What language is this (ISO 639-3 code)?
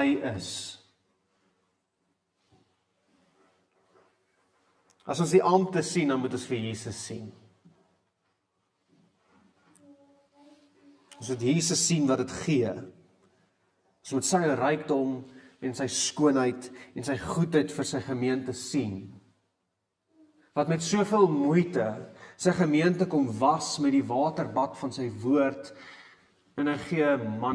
afr